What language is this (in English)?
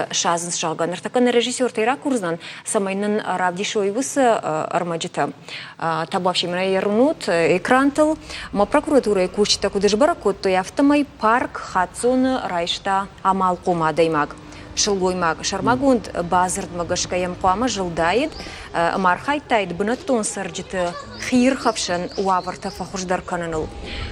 Ossetic